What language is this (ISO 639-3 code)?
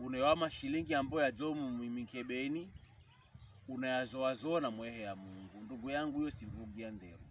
pkb